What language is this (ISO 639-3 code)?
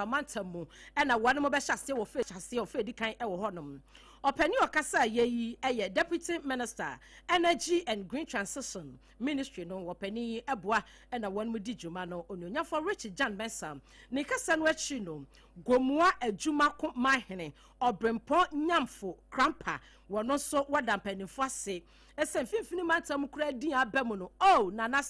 aka